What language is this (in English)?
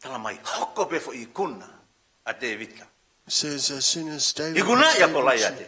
Tongan